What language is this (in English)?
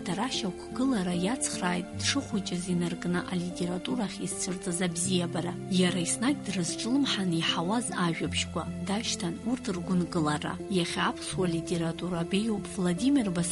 Abkhazian